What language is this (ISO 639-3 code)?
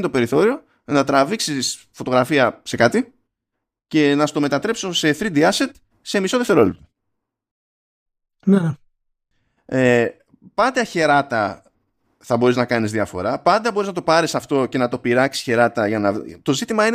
ell